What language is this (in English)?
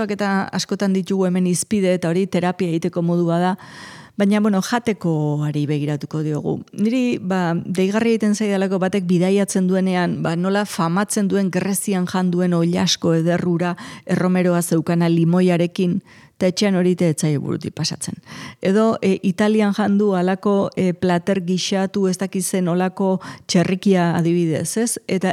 Basque